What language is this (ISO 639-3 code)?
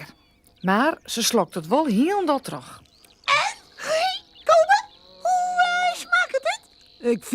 fry